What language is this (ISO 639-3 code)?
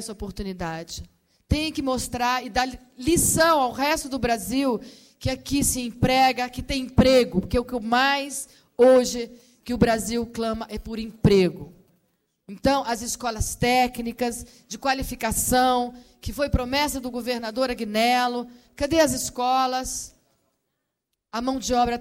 por